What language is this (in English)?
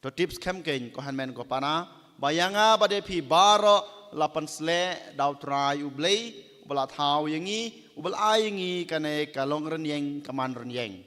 Khasi